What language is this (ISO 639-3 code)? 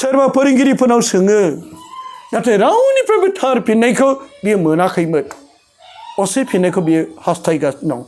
brx